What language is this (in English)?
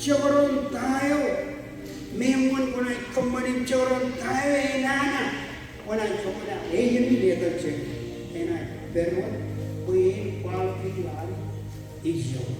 Marshallese